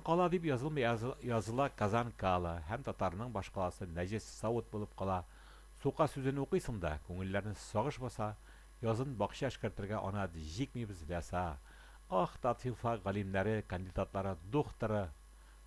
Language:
Tatar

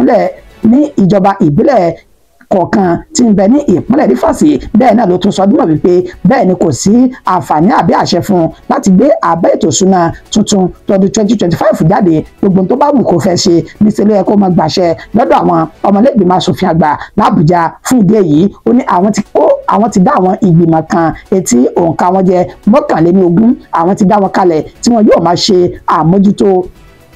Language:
Yoruba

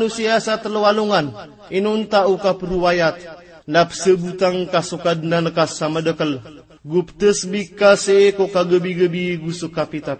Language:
Maranao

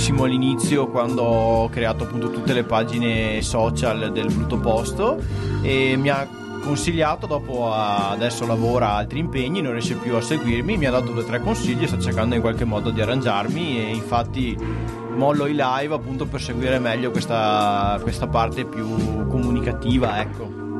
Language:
Italian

